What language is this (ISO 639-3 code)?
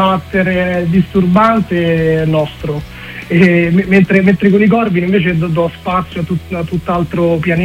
ita